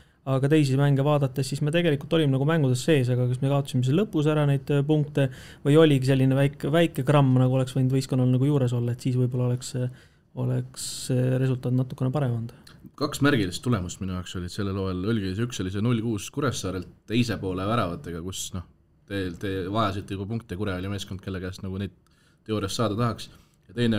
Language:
Estonian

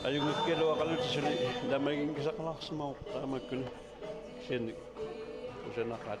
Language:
Kalaallisut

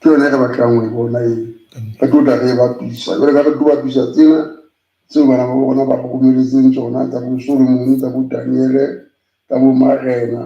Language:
Southern Sotho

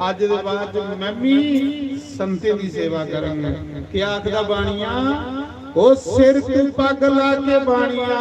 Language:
Dogri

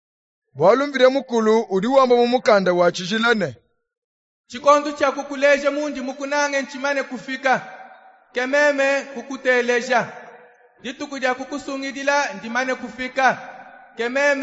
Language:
Luba-Lulua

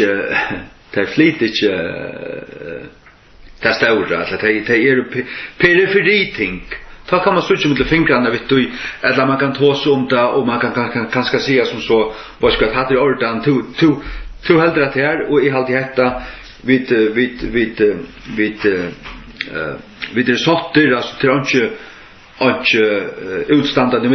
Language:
Faroese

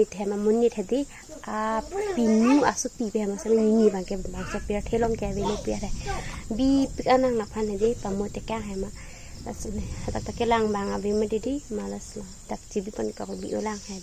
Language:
Karbi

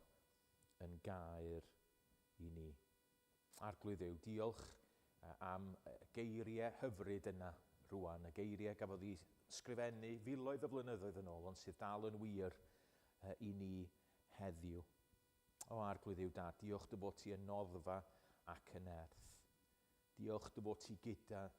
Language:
Welsh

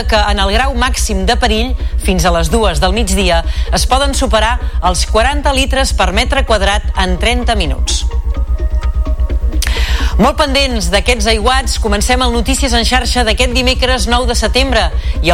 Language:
Catalan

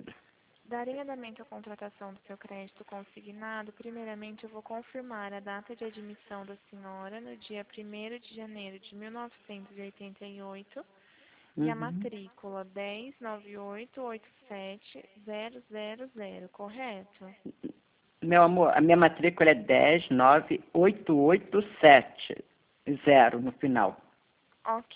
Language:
Portuguese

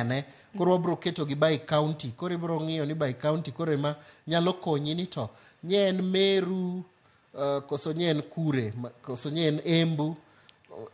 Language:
Luo (Kenya and Tanzania)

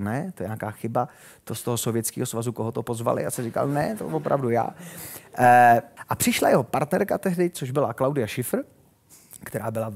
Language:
Czech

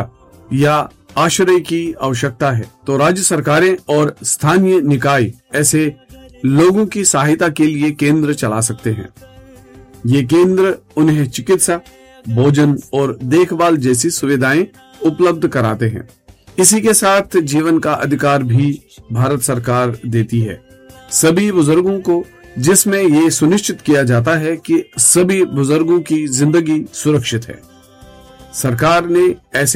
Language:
Hindi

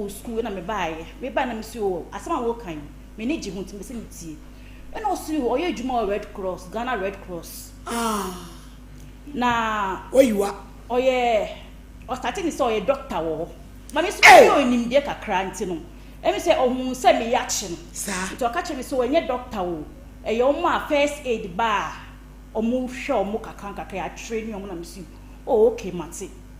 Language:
Akan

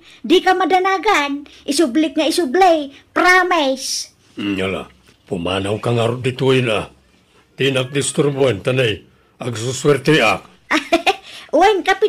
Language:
Iloko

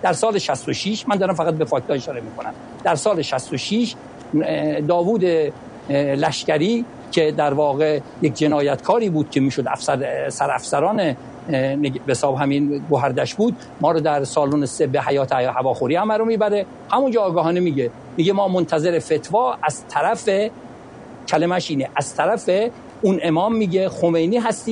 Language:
Persian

